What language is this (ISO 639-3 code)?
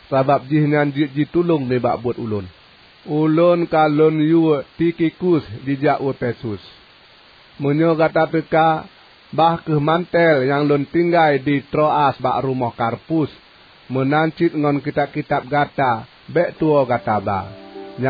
ace